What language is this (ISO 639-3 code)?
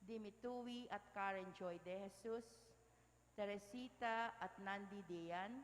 pam